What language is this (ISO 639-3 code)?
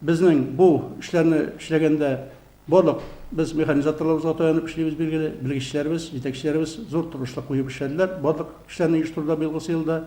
tat